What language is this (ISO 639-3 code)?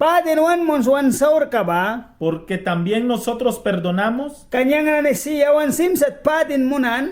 miq